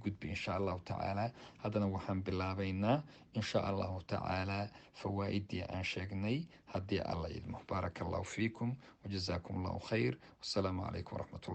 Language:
Somali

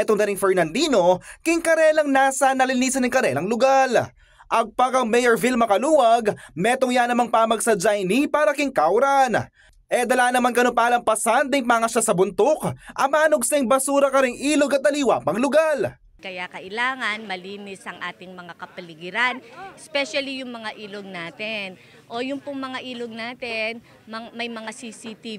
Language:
Pampanga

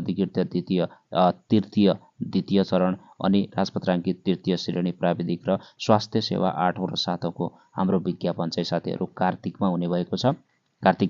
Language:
Nepali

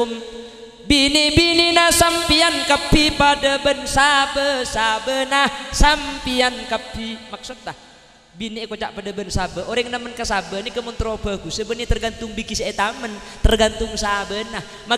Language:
Madurese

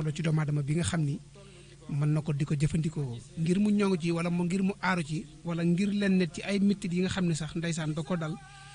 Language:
Wolof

